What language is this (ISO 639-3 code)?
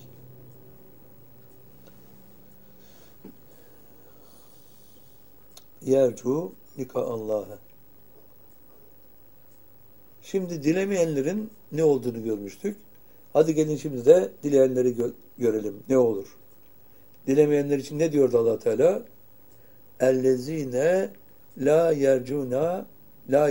tur